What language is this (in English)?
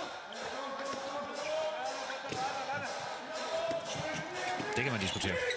Danish